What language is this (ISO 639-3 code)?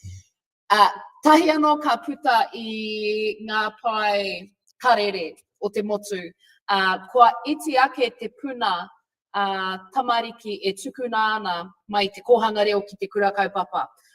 mri